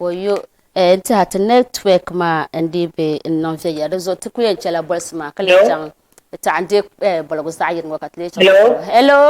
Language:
Dagbani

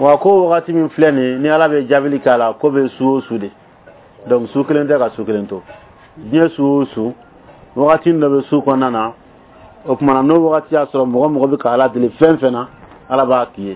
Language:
Bambara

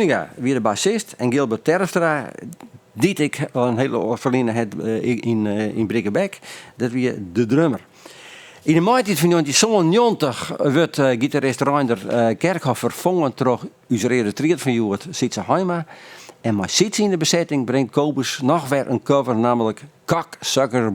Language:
Western Frisian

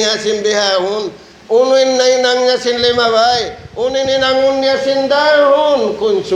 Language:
Tausug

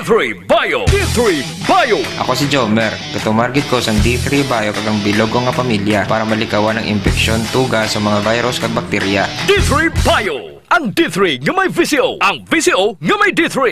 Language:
Hiligaynon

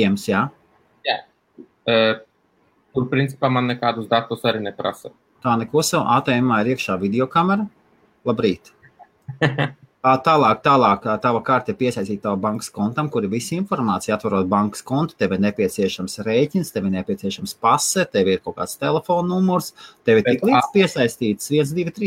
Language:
Latvian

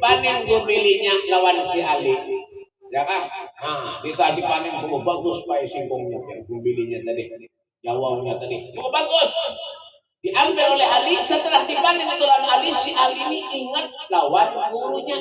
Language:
Banjar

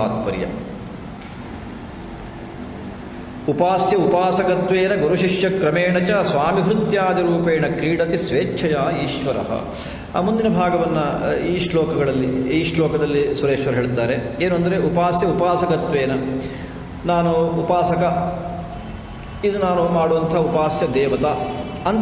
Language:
Kannada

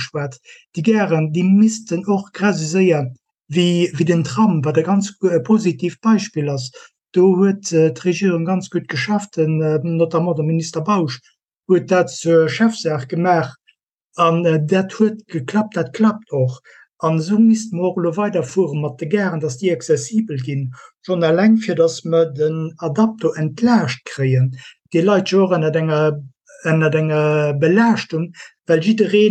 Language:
Luxembourgish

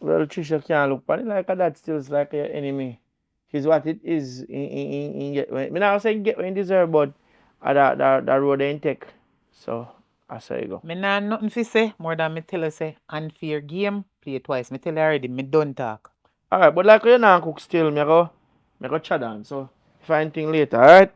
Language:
Jamaican Creole English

